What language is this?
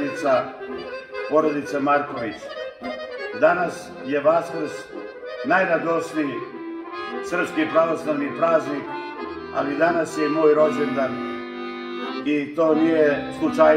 Serbian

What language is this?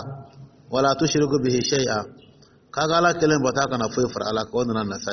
Dyula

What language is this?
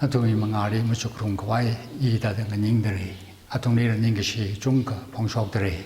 Tangkhul Naga (India)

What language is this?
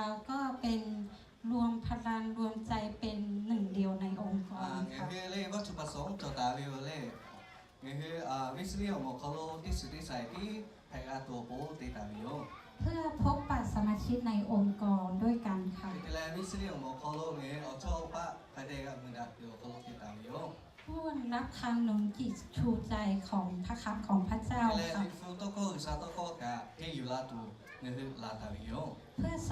Lahu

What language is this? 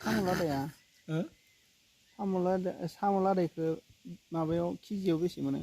Bodo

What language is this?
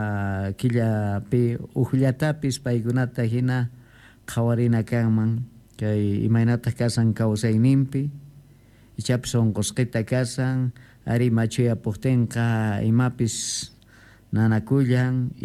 Quechua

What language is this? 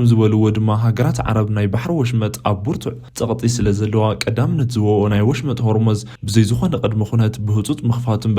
Tigrinya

